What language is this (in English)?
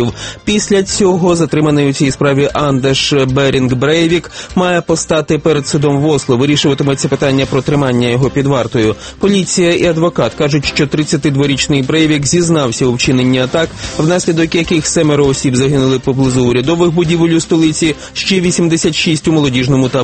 Ukrainian